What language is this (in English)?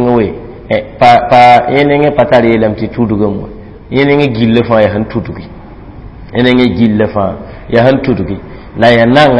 Mossi